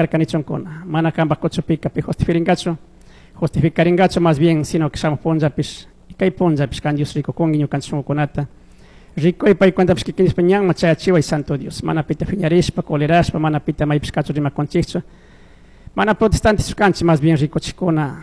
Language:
Chimborazo Highland Quichua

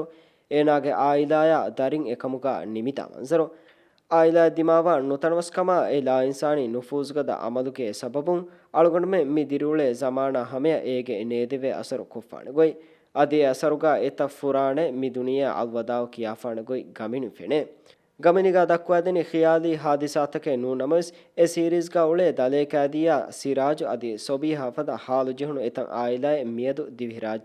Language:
Divehi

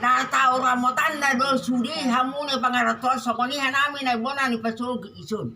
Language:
Batak Toba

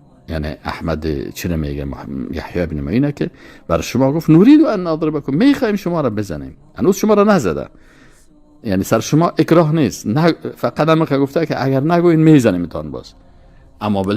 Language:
Tajik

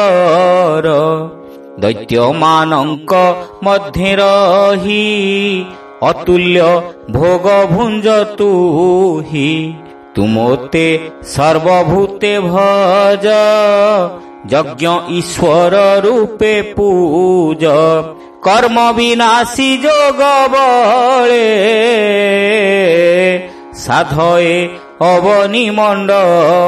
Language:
Odia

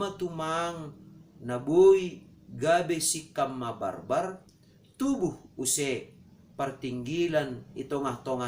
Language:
Batak Simalungun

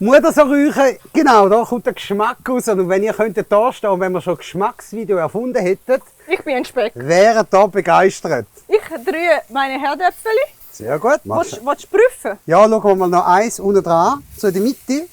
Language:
Swiss German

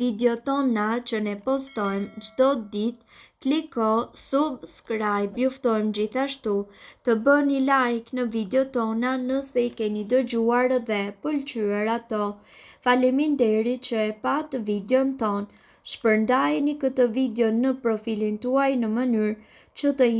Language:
Albanian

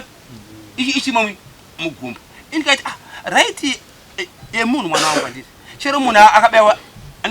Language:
Shona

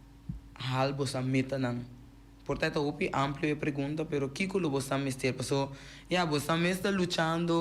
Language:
Papiamento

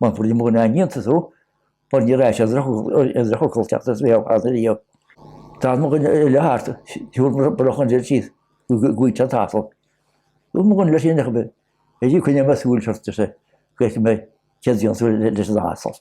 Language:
Irish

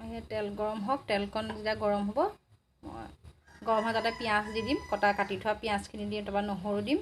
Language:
Assamese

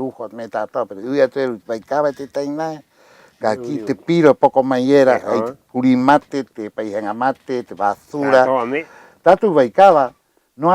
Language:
Rapanui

